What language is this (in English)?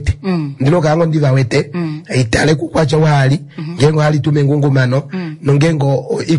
Kuanyama